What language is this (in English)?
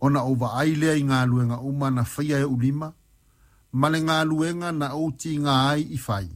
Samoan